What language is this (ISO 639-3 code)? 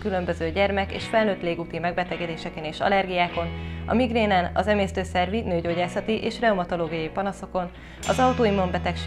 hun